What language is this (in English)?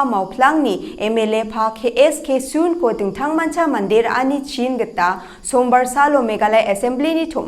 Garo